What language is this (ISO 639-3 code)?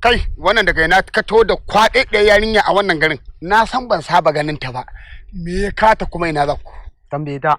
hau